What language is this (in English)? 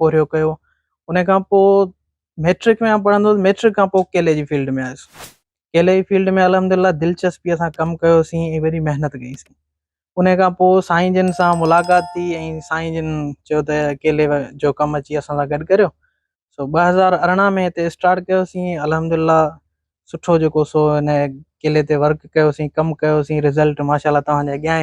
Sindhi